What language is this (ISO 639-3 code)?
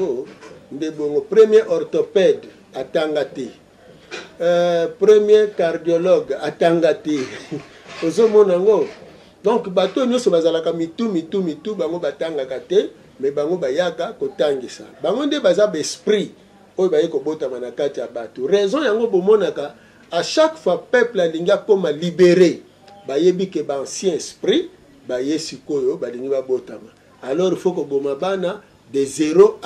lin